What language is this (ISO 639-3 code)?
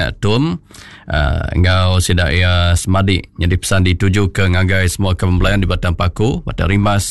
iba